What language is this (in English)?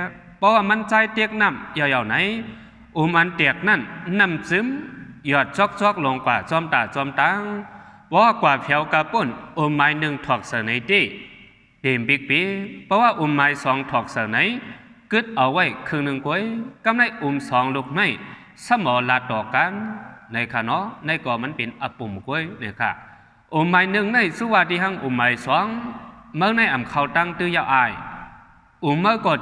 Shan